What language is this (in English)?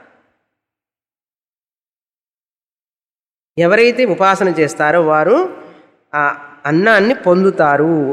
Telugu